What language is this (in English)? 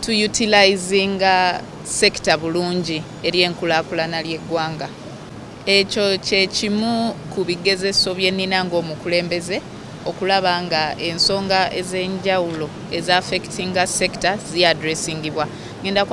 Ganda